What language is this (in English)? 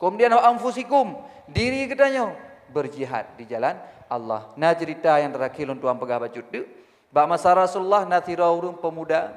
Achinese